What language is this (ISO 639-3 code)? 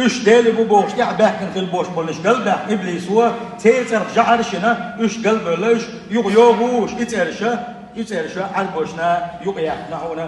che